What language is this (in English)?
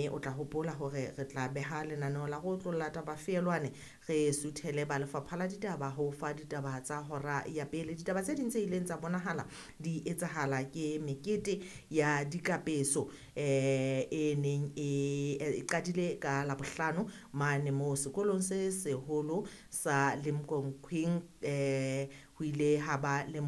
Southern Sotho